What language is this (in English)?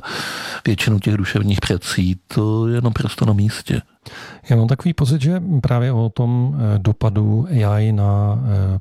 Czech